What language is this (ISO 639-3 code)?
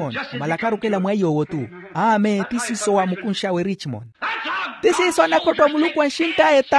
vmw